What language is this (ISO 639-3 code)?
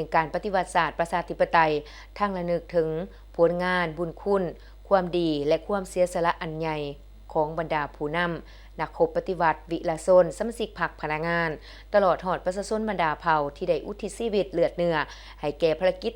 lao